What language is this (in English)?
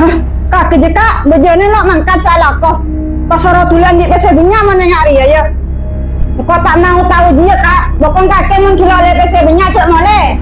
Madurese